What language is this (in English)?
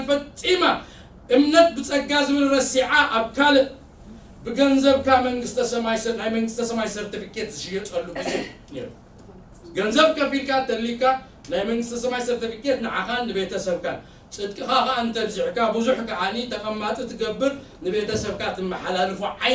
Tigrinya